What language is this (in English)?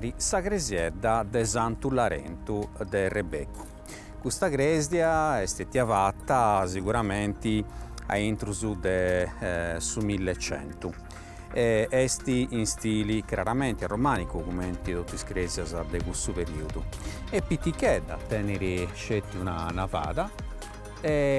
Sardinian